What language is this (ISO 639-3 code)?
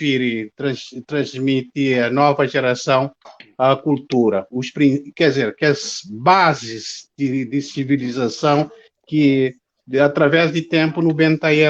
kea